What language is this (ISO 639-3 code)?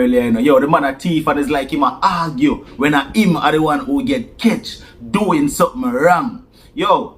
jam